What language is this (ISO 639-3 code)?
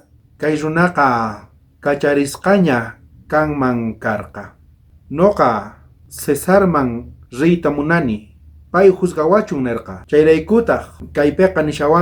quh